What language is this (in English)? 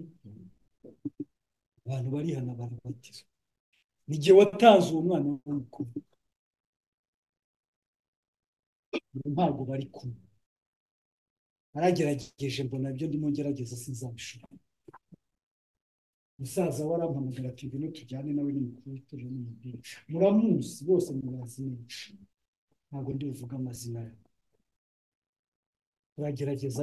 Kinyarwanda